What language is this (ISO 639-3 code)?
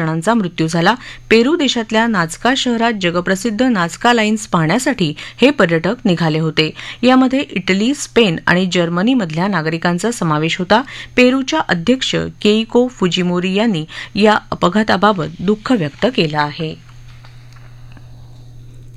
mar